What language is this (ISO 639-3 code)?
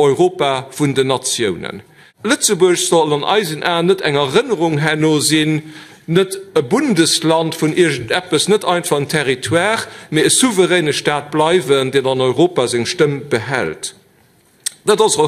ltz